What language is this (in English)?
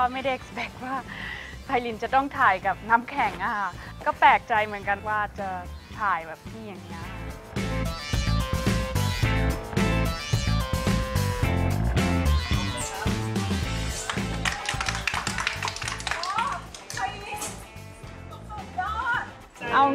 Thai